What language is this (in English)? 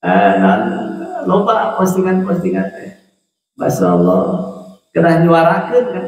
Sundanese